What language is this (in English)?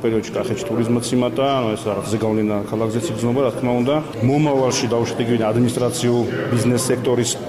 Georgian